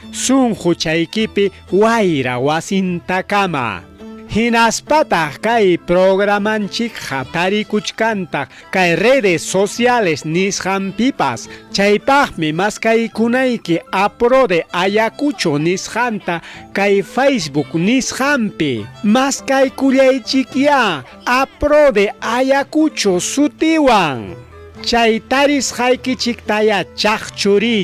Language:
Ayacucho Quechua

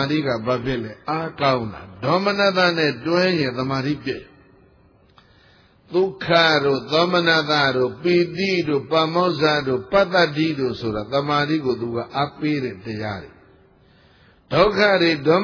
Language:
Burmese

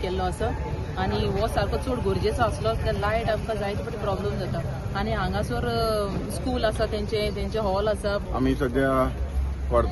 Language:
Konkani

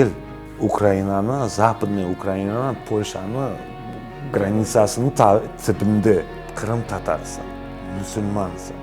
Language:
Crimean Tatar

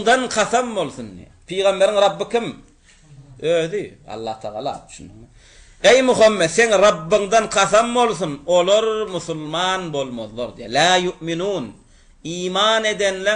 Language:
Turkmen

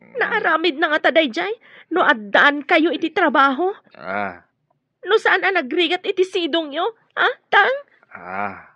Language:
Iloko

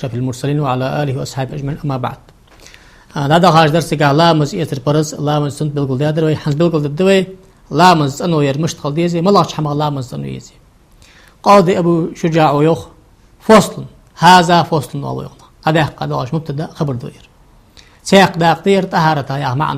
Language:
Ingush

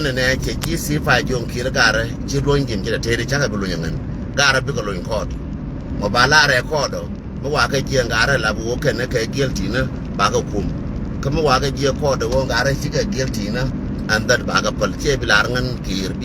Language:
Nuer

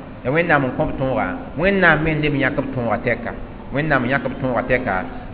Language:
Mossi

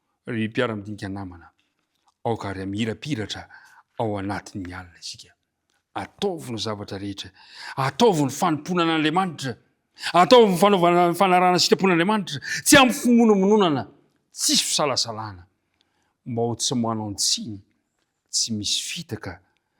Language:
Malagasy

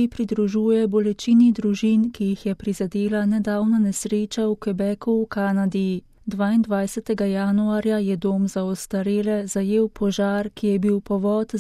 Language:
Slovenian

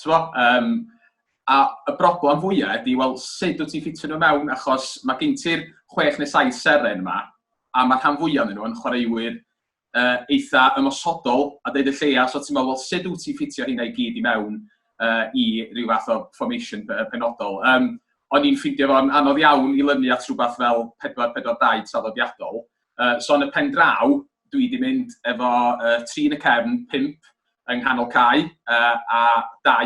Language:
Welsh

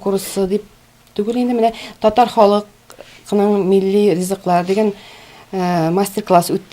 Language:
Tatar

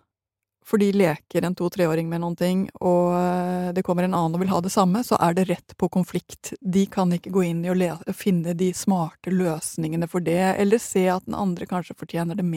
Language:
Norwegian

